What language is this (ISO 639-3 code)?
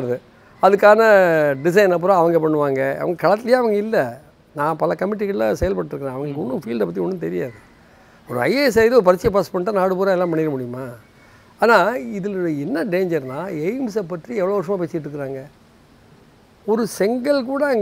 tam